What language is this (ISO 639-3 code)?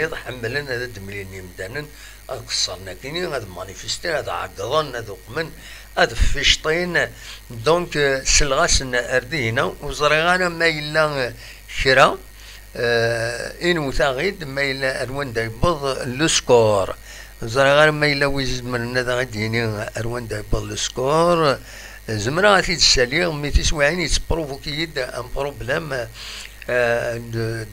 kab